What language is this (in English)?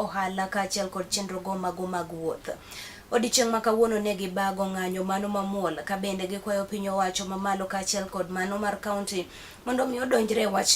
Luo (Kenya and Tanzania)